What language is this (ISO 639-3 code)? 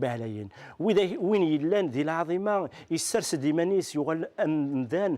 kab